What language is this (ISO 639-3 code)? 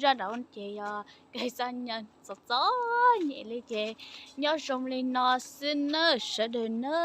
hmn